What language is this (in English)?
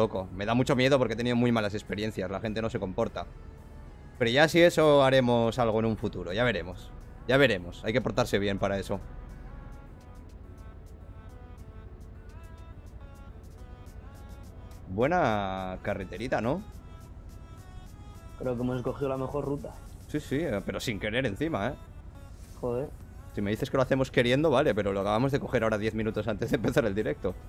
Spanish